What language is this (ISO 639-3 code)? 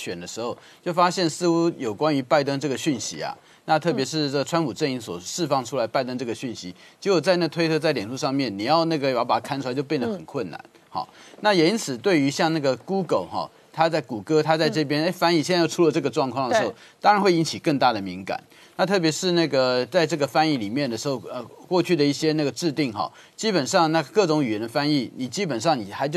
zho